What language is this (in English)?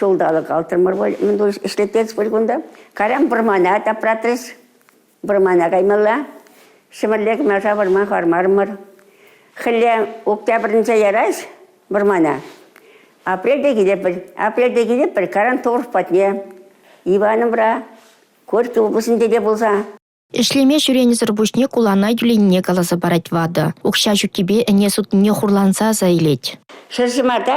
Chuvash